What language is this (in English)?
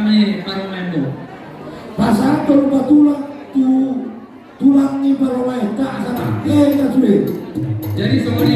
Batak Toba